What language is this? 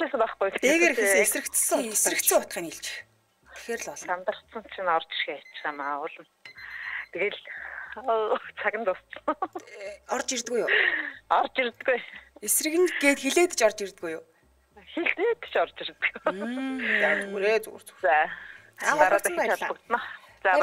Mongolian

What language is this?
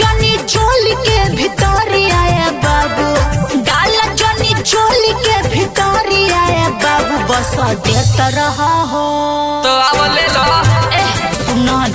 Bhojpuri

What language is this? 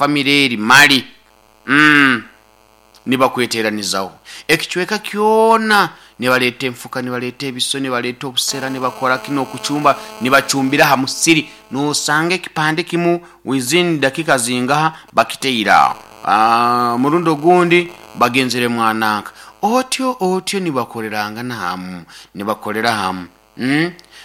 Nyoro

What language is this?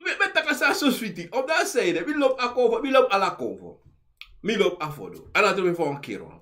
Sranan Tongo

